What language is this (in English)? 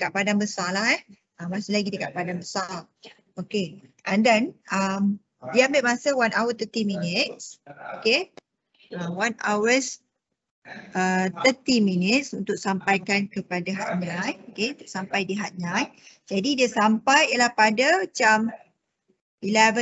Malay